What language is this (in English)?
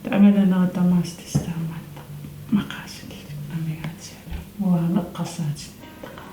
Kalaallisut